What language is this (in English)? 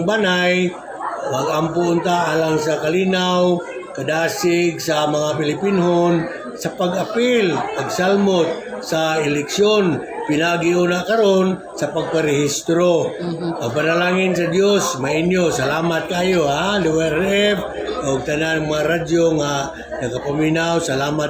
Cebuano